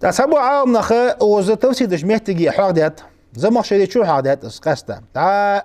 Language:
Ingush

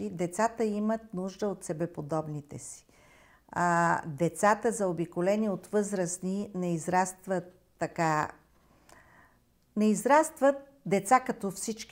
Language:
Bulgarian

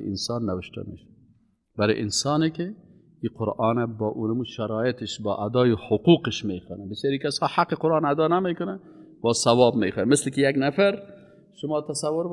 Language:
Persian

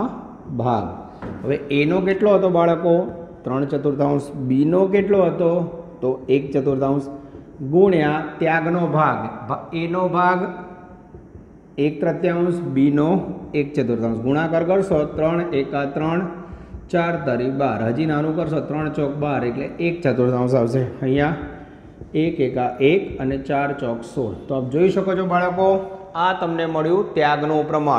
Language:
Gujarati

